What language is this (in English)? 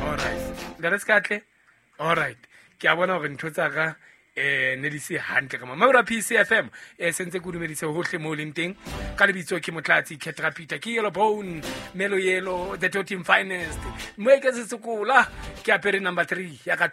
Southern Sotho